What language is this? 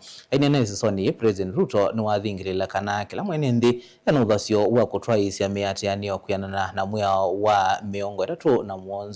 Kamba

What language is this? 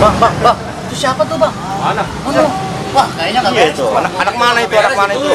Betawi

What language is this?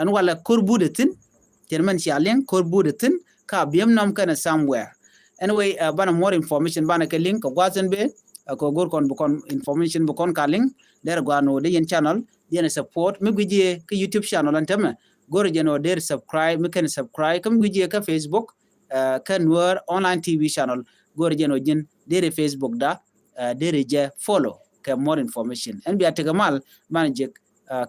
Nuer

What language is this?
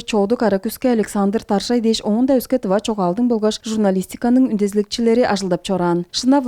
Tuvinian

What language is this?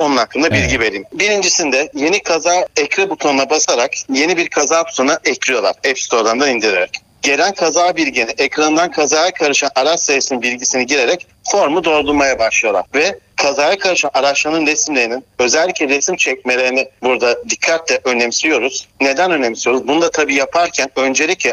Turkish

